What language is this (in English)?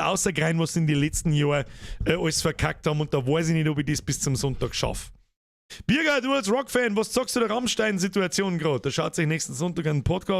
Bavarian